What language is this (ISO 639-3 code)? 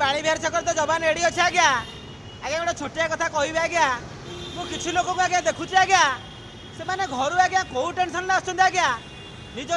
ori